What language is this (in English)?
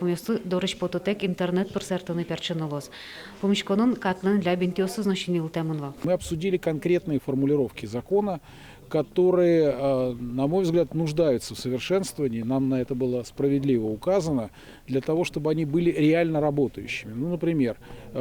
Udmurt